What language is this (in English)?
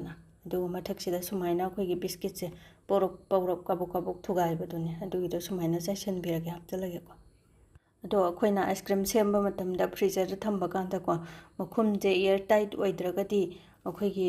Manipuri